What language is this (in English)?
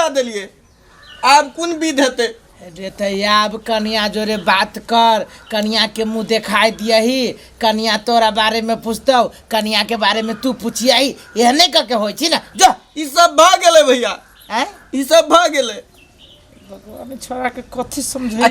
Maithili